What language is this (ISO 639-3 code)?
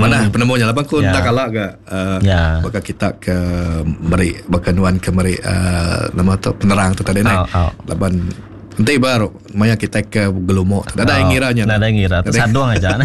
iba